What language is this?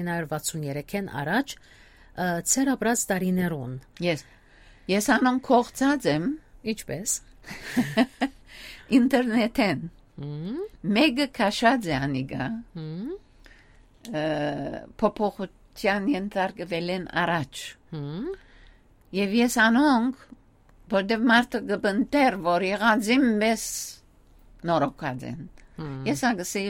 Armenian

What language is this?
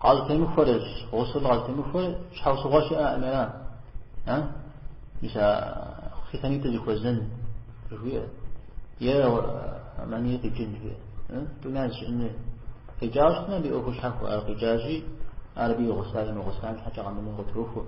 Kabardian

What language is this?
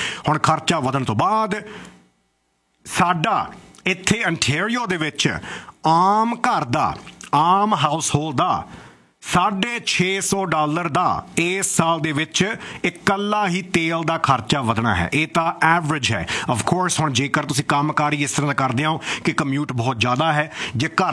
Punjabi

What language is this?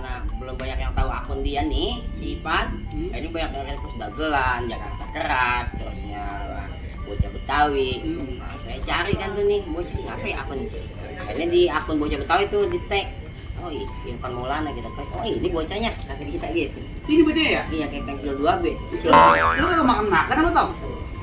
Betawi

